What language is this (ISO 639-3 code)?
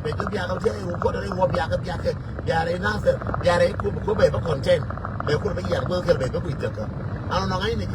nus